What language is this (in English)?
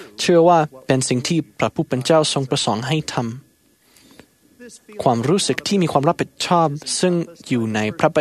Thai